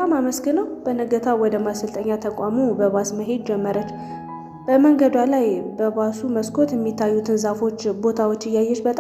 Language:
Amharic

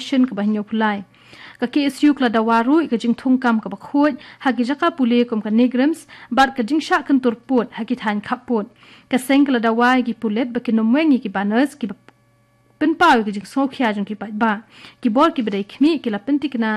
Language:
Khasi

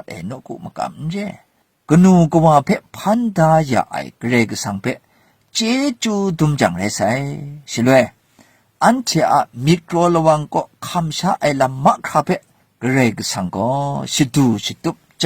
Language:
Kachin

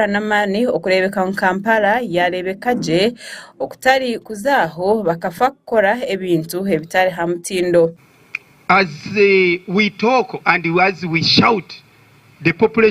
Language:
Nyankole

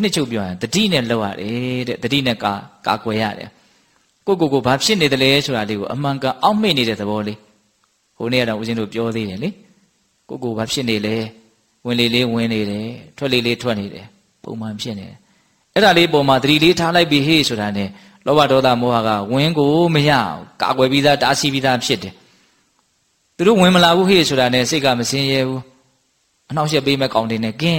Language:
Burmese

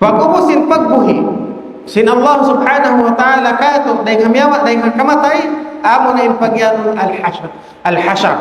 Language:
Tausug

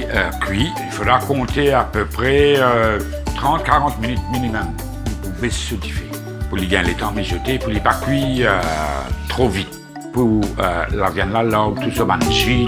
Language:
Morisyen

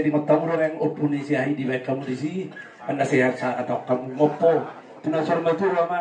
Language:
Batak Toba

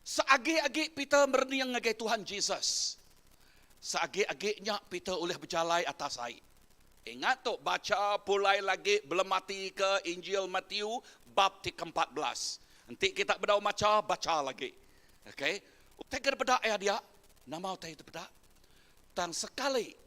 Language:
Iban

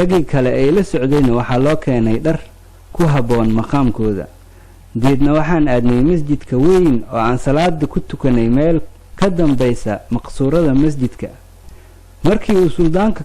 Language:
Somali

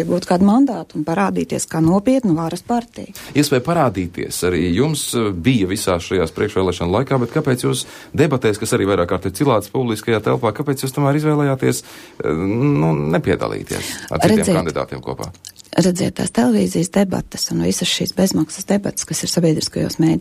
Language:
Latvian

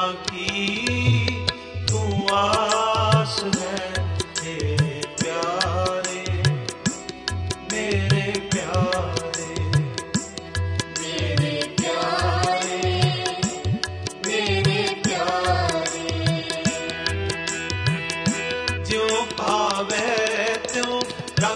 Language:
Hindi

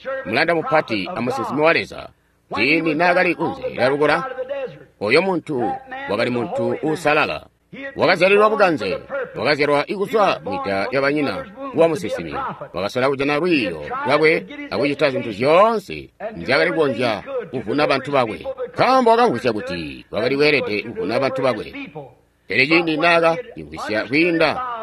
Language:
Tonga (Zambia)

